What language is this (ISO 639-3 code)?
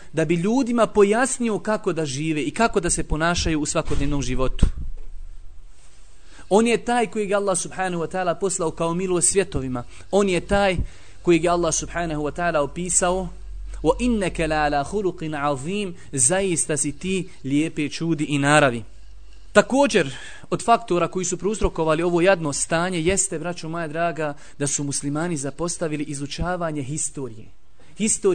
bos